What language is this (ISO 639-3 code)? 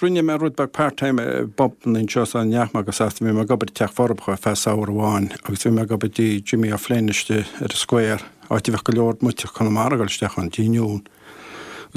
gle